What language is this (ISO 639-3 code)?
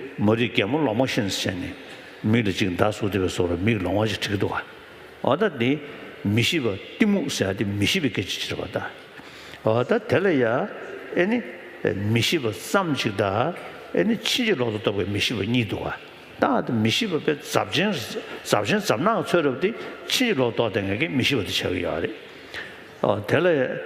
bod